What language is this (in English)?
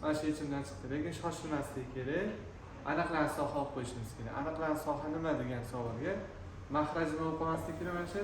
Uzbek